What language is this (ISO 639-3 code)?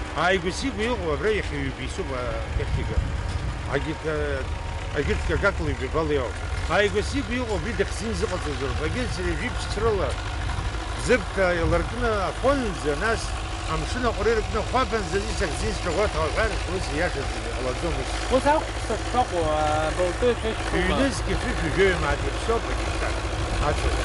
abk